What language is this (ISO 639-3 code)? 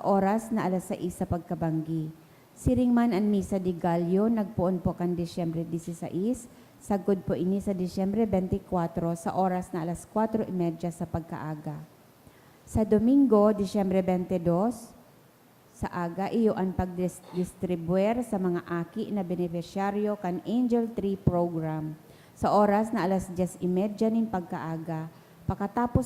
bik